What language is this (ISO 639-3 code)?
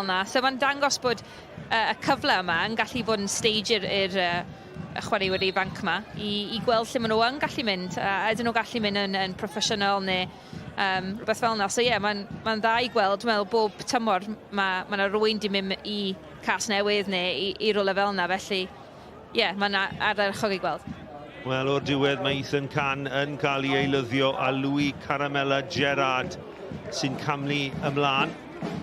cym